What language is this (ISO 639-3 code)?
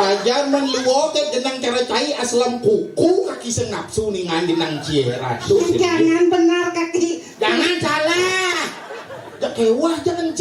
ban